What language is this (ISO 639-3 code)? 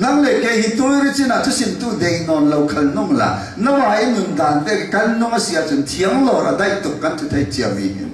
cfm